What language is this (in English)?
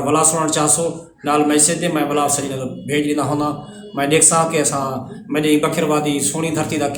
Saraiki